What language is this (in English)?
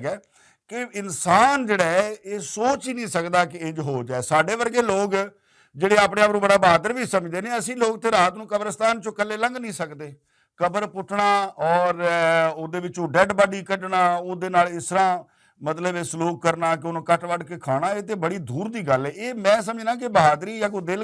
Western Panjabi